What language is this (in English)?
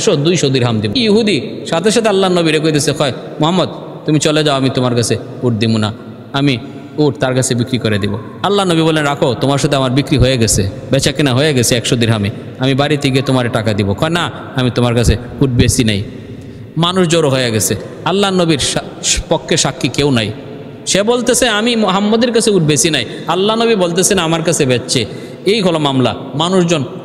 Bangla